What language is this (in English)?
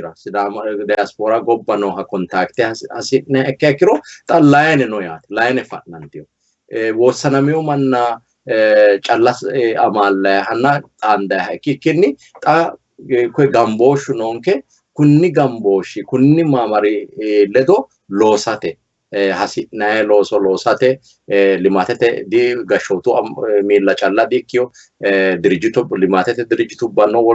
Sidamo